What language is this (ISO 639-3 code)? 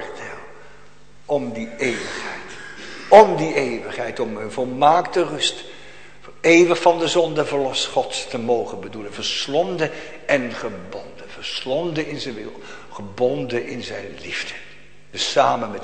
nld